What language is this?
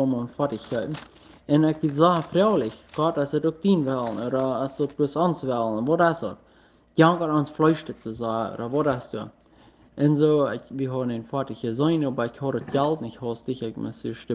Plautdietsch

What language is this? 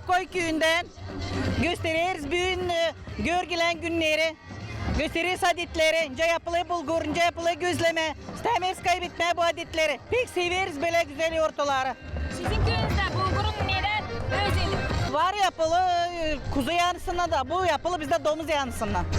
Gagauz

